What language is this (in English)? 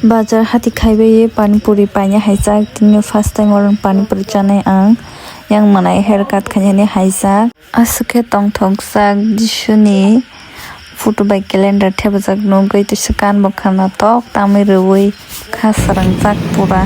Kok Borok